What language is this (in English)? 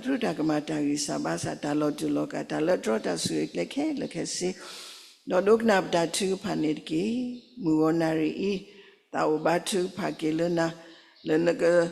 S'gaw Karen